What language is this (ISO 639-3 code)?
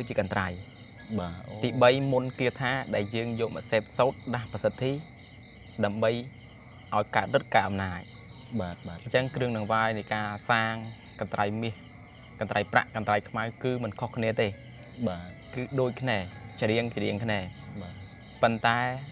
khm